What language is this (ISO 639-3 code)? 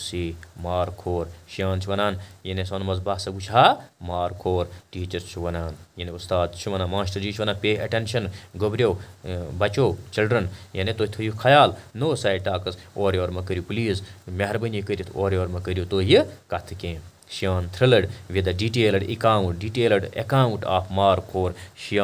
kas